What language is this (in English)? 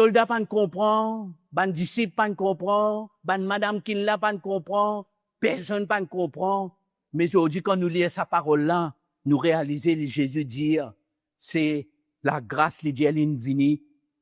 Morisyen